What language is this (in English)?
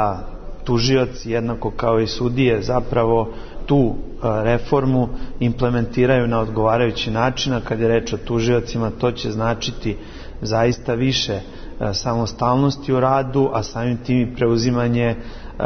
Serbian